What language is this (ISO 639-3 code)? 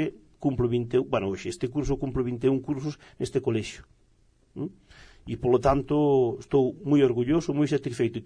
glg